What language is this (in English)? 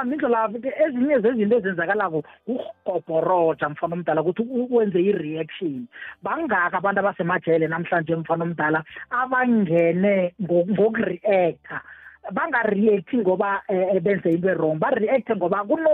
South Ndebele